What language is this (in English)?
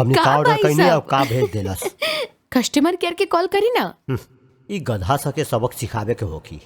Bhojpuri